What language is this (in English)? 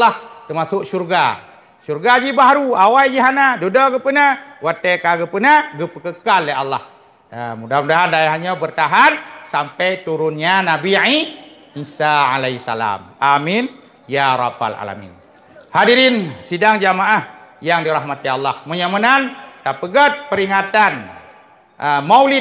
Achinese